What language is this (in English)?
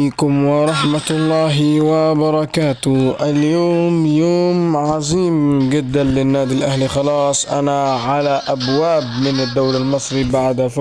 Egyptian Arabic